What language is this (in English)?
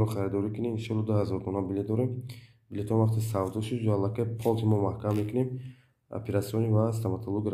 Tajik